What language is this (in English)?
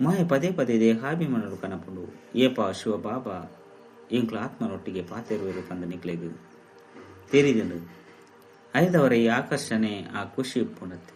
Tulu